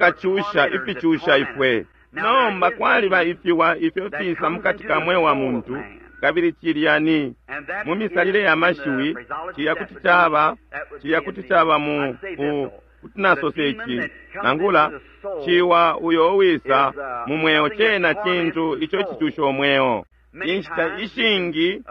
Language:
Bemba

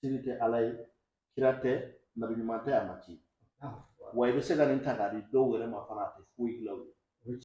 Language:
Bambara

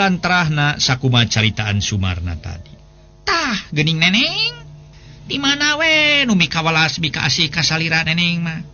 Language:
Sundanese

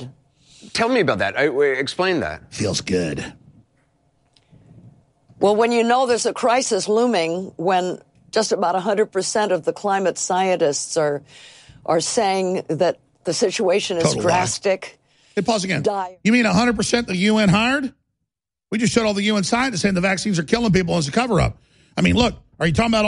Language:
English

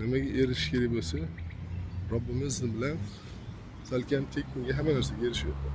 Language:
Uzbek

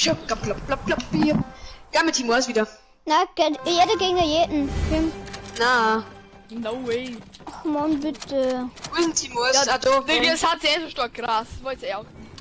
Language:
Bavarian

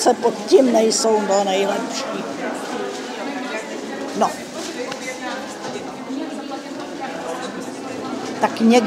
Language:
Czech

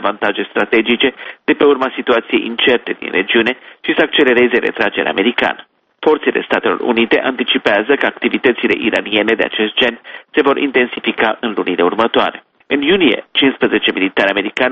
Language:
Romanian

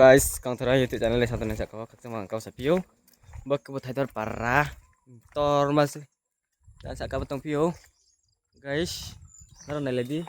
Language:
Riang (India)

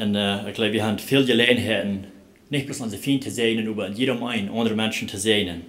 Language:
Plautdietsch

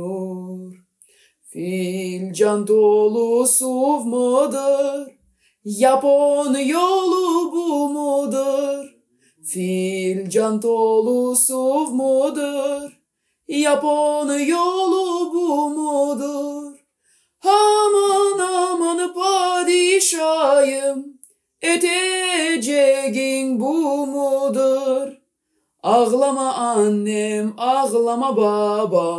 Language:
Gagauz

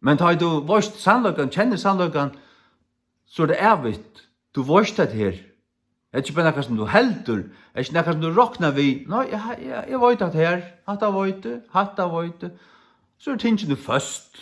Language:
Faroese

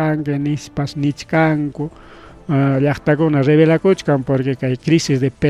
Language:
Ayacucho Quechua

